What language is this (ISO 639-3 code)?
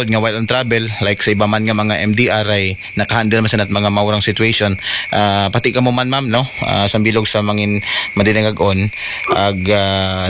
akl